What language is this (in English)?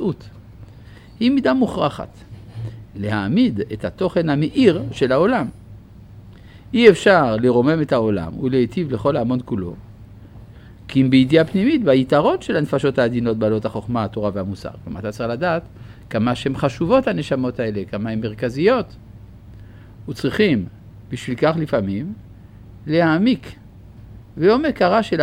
Hebrew